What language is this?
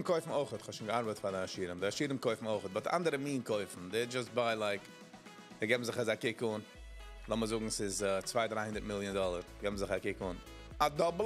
Yiddish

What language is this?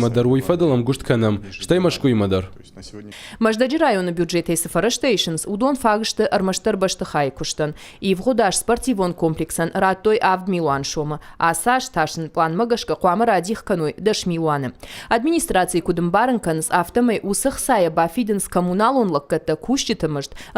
Ossetic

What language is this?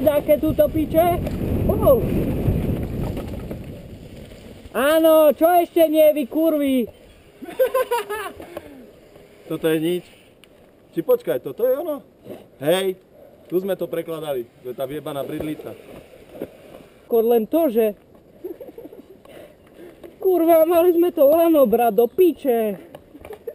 Slovak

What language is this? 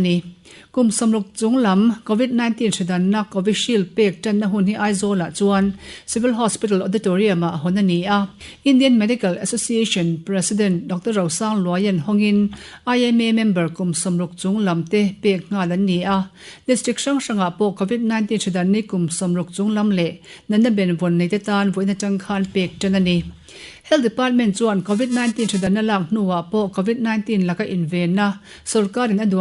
Mizo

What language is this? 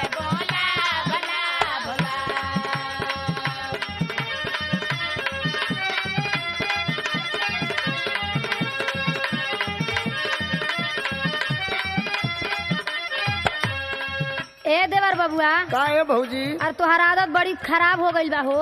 Bhojpuri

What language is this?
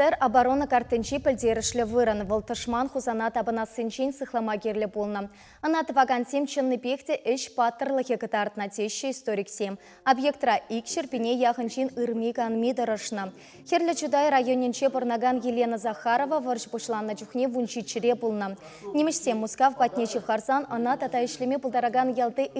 Chuvash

